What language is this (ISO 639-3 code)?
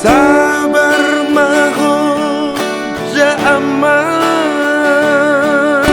bbc